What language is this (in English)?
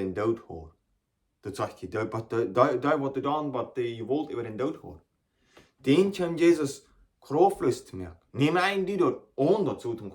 Plautdietsch